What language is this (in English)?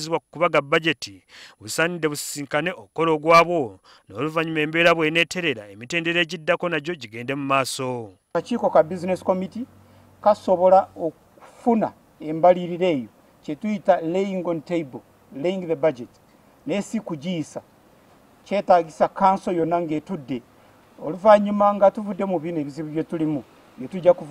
Ganda